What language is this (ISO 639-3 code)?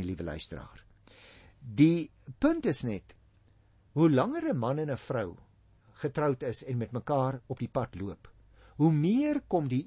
afr